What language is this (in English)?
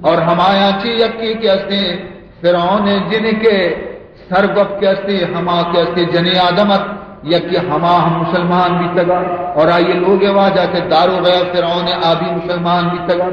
Baluchi